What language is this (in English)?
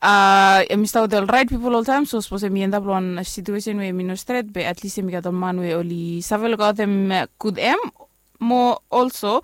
Bislama